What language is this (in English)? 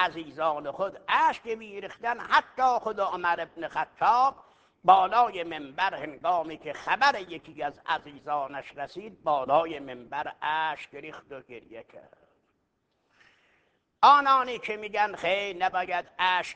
Persian